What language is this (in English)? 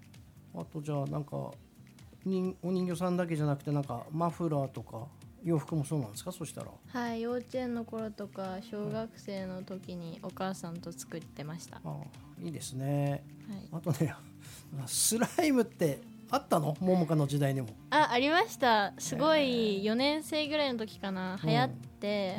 Japanese